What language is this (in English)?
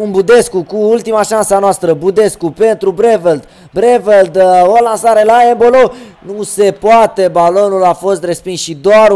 Romanian